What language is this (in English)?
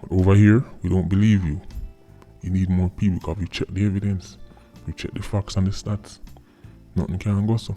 Jamaican Creole English